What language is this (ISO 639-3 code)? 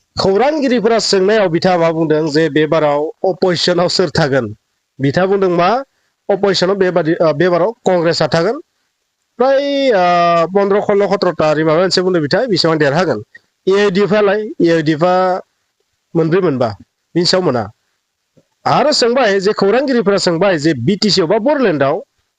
brx